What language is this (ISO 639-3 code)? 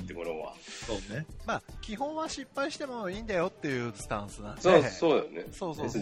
jpn